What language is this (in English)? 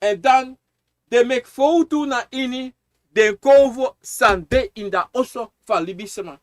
Sranan Tongo